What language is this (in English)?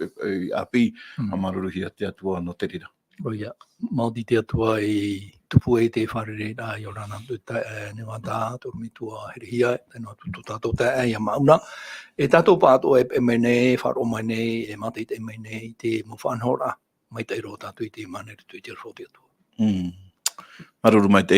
Tahitian